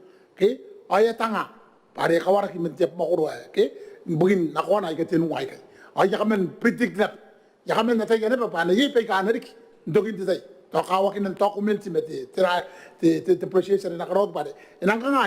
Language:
Gilbertese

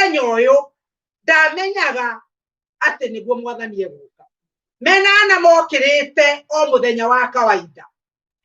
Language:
Kikuyu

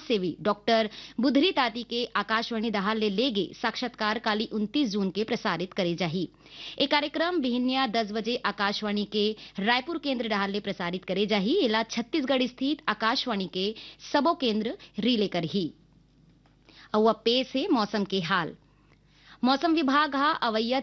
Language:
Chhattisgarhi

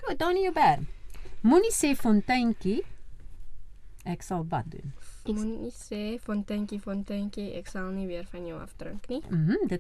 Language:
Afrikaans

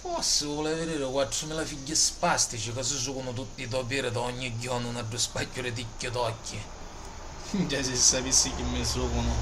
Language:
Sicilian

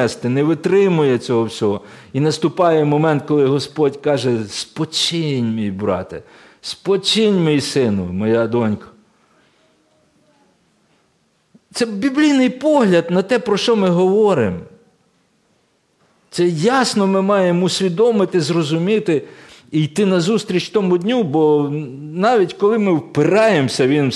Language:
Ukrainian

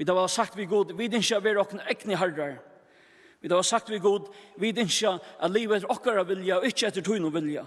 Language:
Faroese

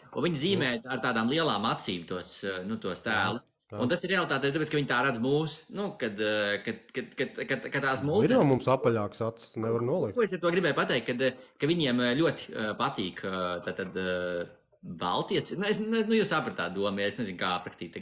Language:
Latvian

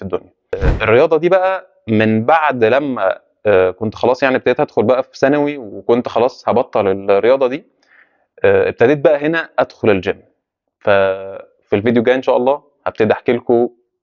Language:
Egyptian Arabic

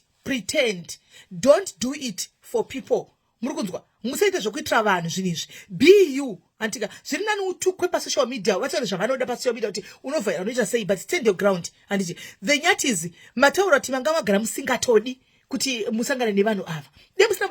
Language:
Shona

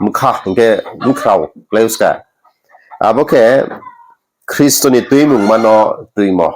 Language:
Riang (India)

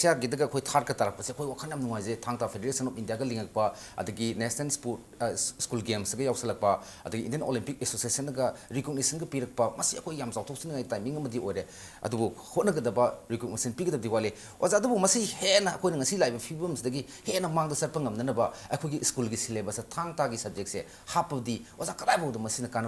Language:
Manipuri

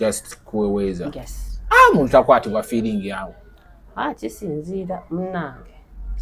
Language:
Ganda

